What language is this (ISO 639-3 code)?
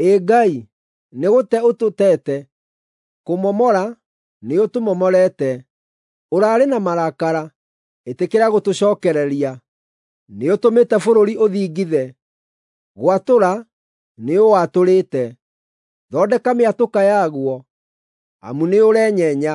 kik